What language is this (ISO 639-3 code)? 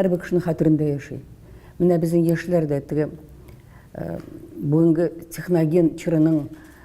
tat